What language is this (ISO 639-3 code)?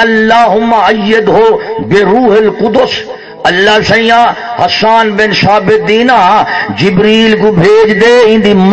skr